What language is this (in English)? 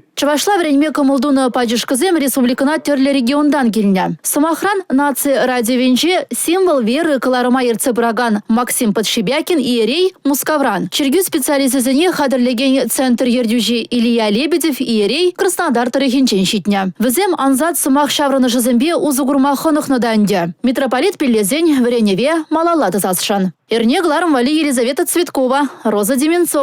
Chuvash